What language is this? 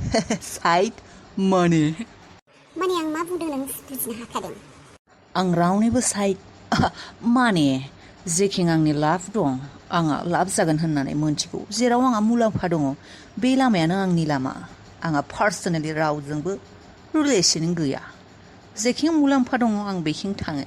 Bodo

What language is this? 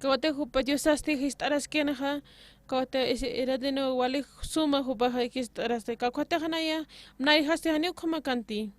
Aymara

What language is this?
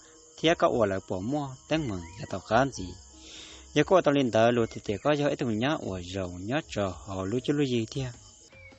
Hmong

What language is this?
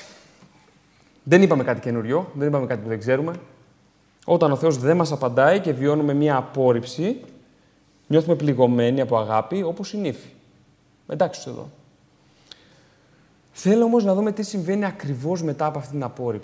Greek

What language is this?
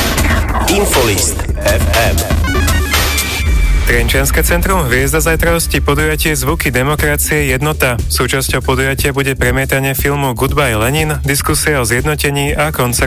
Slovak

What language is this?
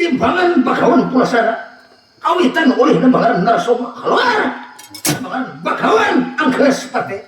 Banjar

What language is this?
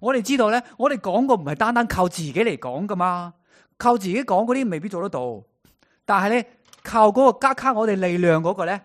Cantonese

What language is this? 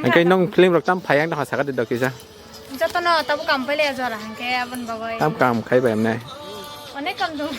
Kok Borok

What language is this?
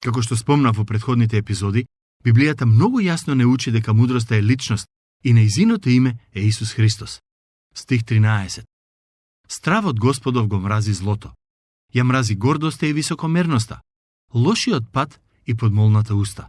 Macedonian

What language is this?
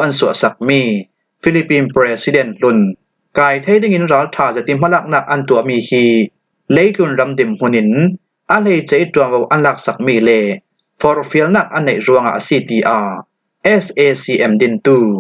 Falam Chin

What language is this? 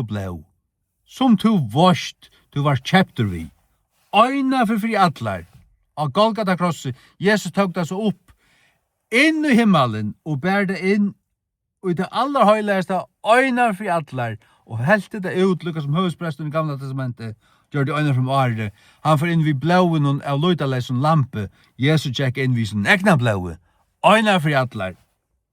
Faroese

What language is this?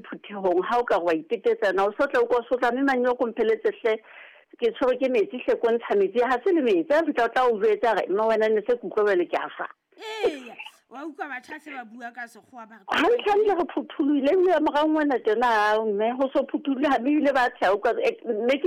Southern Sotho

